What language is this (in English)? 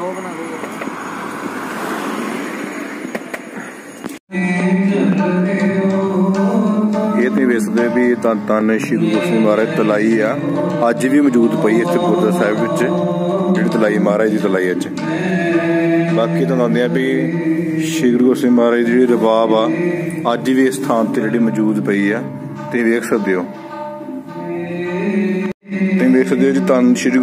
Punjabi